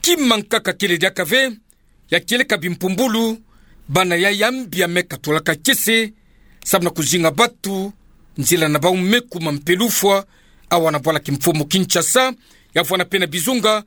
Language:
Kituba (Democratic Republic of Congo)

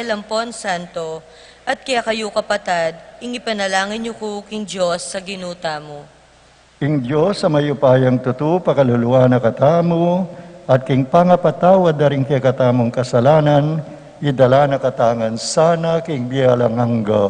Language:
Pampanga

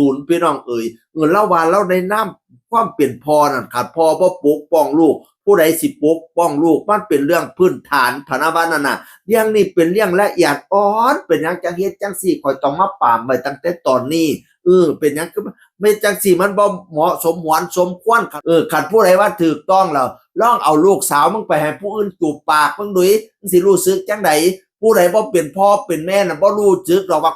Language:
Northeastern Thai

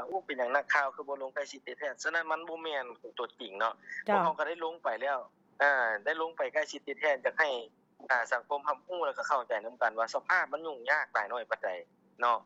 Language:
Lao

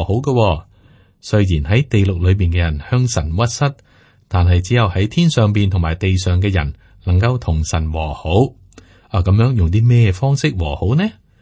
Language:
Cantonese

